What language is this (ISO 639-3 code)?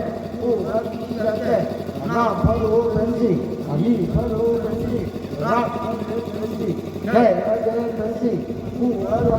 mjw